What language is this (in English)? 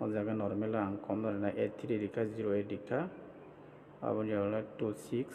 Kok Borok